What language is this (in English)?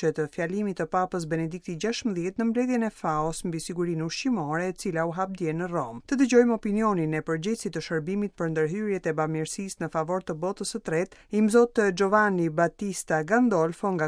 Albanian